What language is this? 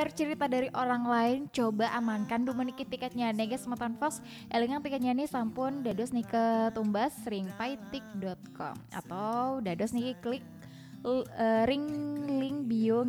Balinese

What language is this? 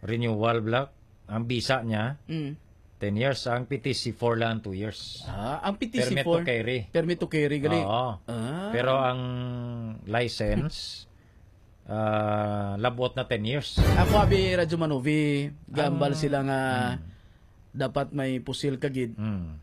Hiligaynon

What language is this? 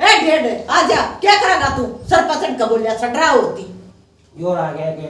Haryanvi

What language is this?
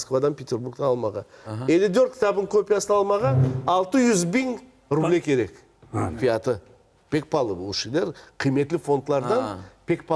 Crimean Tatar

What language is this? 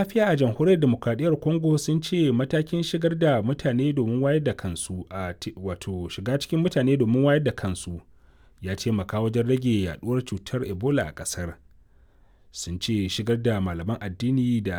Hausa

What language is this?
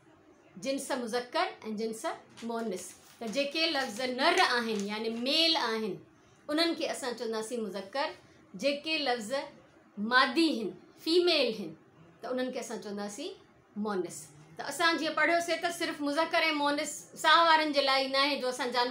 Sindhi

